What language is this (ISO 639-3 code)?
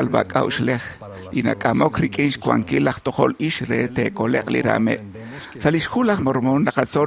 kek